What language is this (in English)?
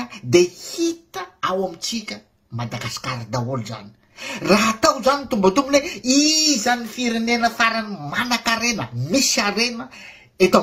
Malagasy